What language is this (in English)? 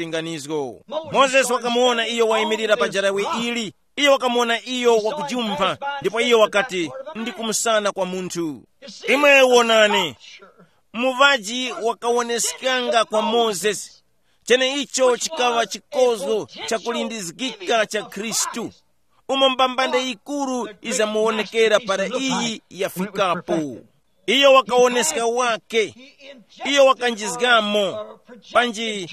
Tumbuka